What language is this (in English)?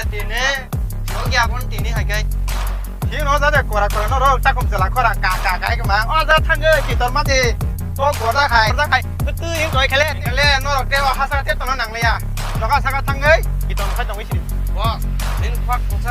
Kok Borok